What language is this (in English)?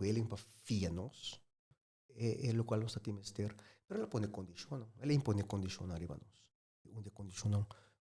Papiamento